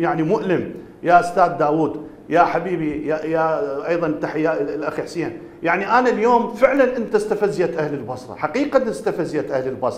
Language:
Mesopotamian Arabic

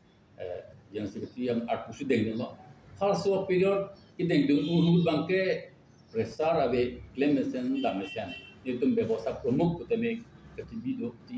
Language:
Karbi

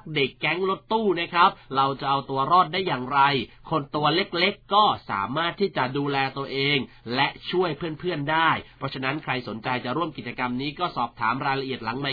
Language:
Thai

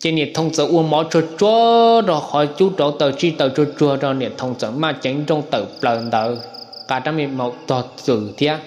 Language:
Hmong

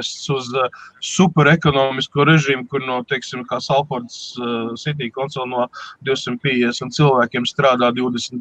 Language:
Latvian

